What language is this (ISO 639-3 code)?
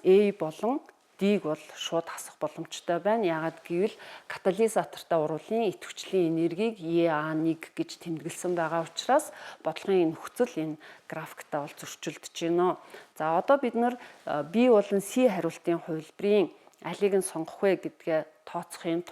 mon